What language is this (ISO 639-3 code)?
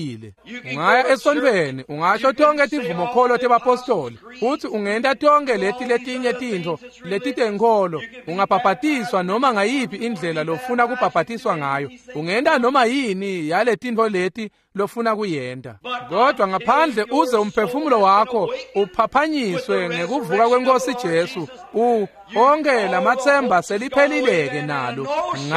ssw